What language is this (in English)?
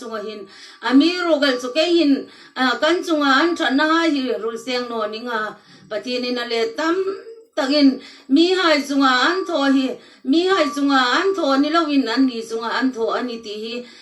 Hmar